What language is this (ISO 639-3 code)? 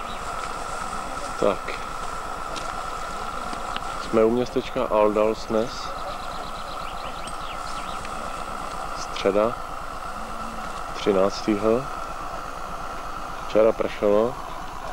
ces